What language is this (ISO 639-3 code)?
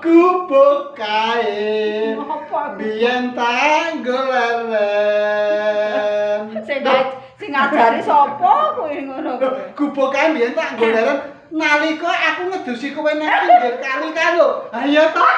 jav